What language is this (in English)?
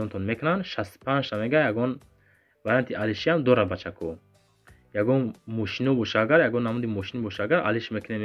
Tajik